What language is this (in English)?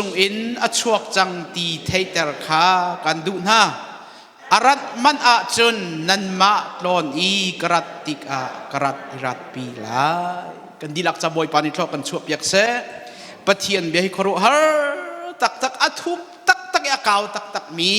Hakha Chin